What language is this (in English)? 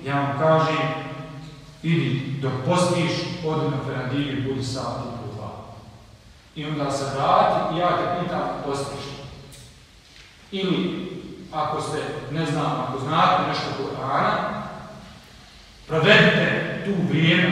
Bosnian